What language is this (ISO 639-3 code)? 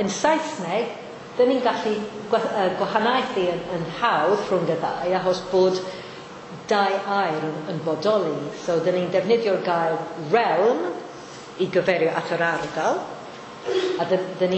cym